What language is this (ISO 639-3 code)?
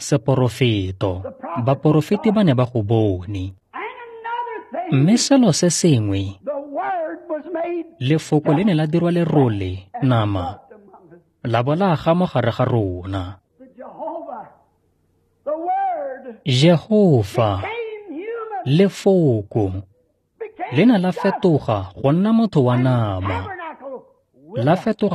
tsn